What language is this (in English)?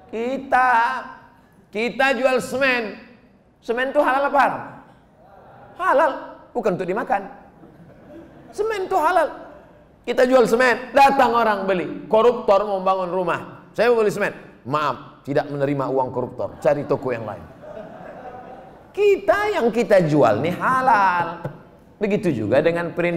Indonesian